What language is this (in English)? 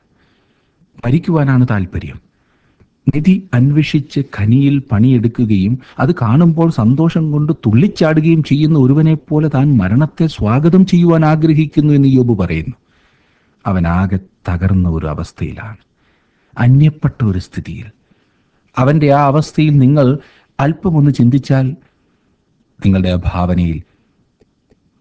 Malayalam